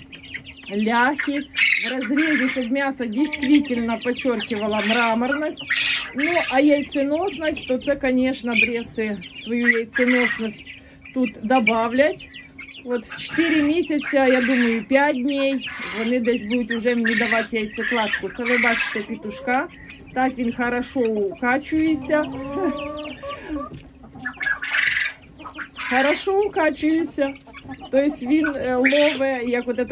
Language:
Ukrainian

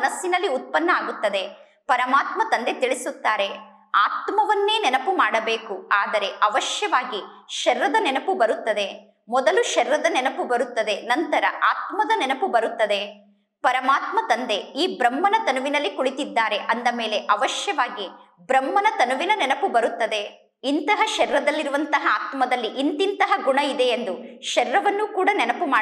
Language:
Kannada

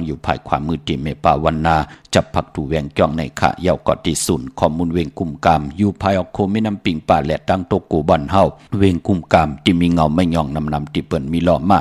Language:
Shan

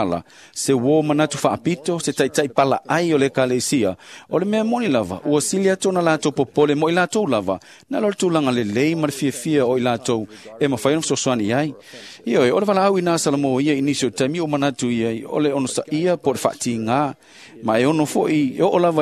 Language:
Samoan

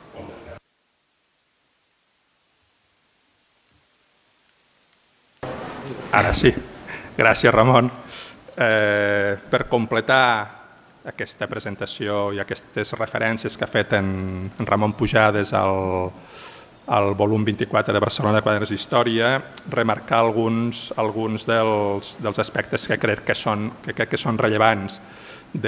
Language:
Catalan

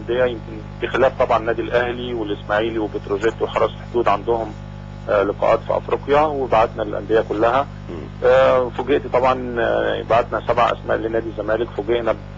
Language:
Egyptian Arabic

